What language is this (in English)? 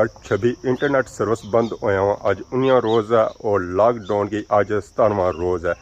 Pahari-Potwari